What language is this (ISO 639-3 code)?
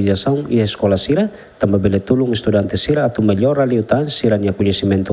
tet